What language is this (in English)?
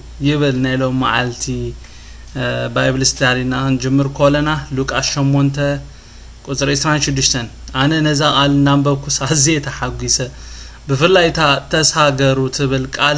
Tigrinya